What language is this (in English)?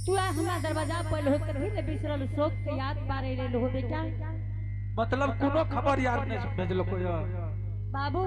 Angika